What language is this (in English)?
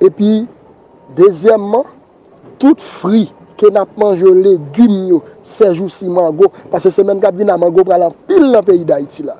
Haitian Creole